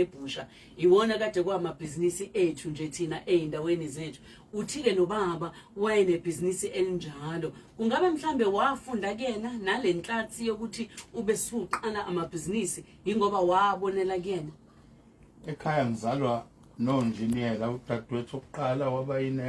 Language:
Zulu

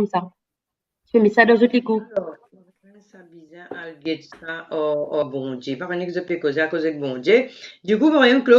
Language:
Morisyen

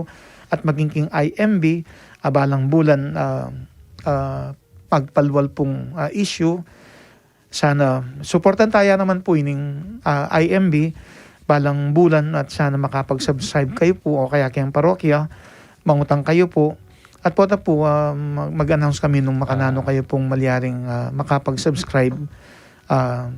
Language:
Pampanga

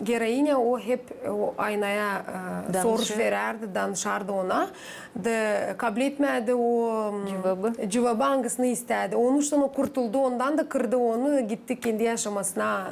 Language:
Gagauz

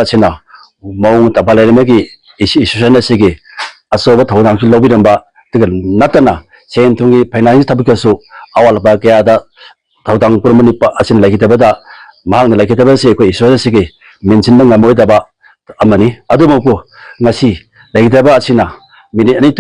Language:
Manipuri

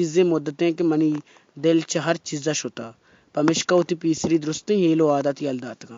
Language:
Baluchi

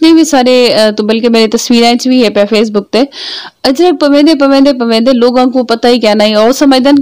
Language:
Saraiki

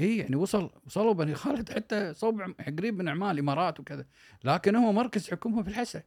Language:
Gulf Arabic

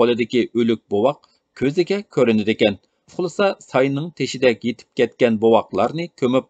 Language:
Uyghur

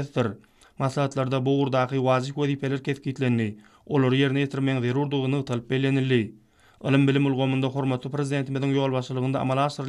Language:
Turkmen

